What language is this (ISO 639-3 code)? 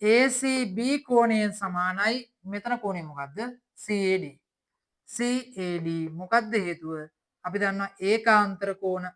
sin